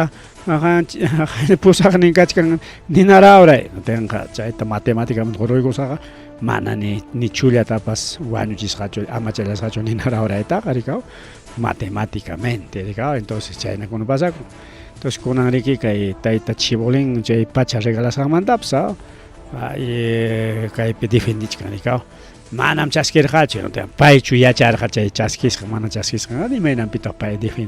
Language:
Ayacucho Quechua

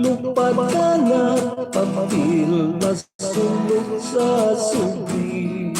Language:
Hiligaynon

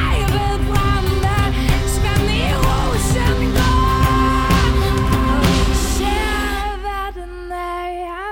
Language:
Danish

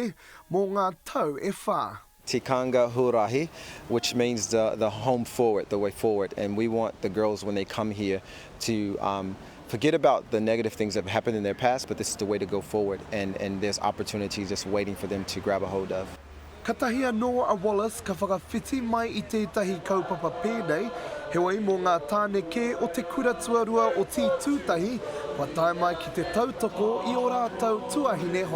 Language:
Māori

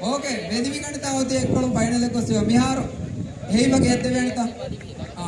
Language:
Divehi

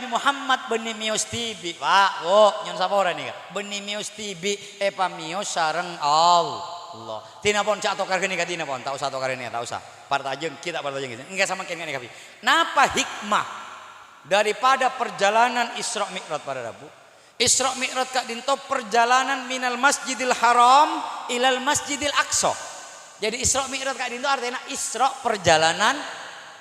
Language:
Madurese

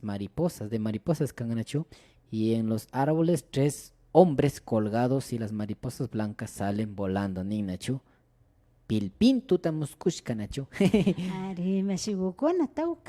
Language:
Imbabura Highland Quichua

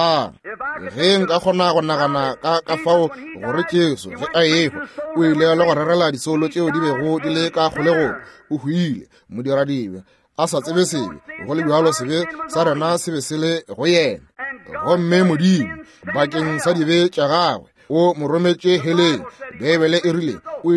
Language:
Northern Sotho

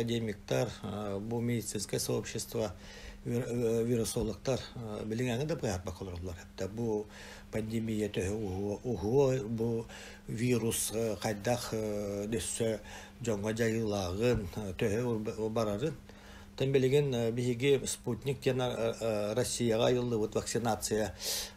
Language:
Yakut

